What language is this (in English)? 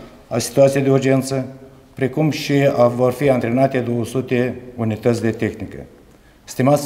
Romanian